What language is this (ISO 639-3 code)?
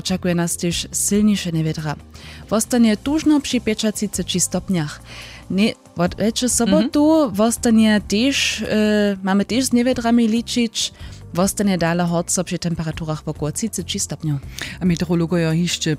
hsb